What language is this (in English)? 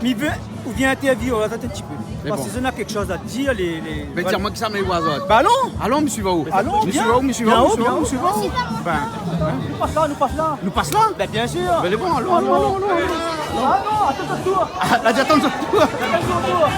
Réunion Creole French